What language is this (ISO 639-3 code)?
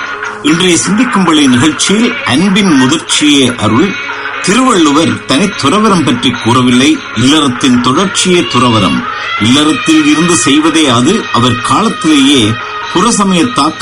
tam